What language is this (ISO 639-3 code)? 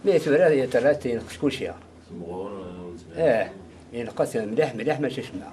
kab